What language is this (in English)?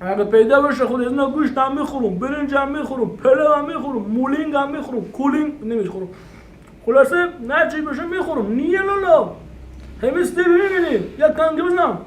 Persian